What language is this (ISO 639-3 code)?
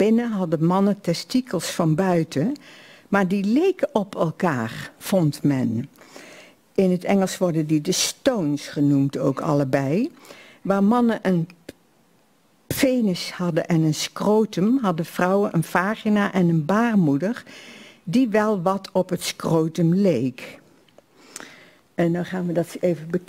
nld